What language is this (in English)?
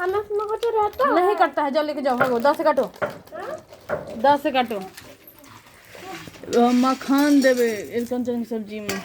Maithili